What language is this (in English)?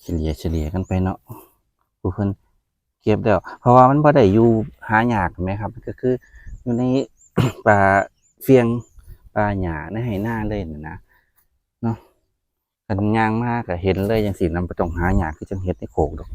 Northeastern Thai